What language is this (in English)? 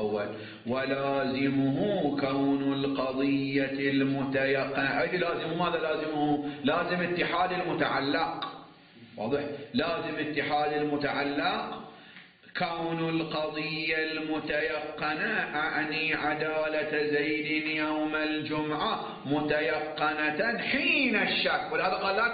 Arabic